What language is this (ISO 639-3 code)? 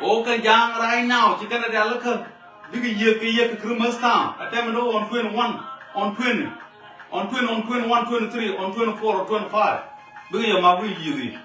nus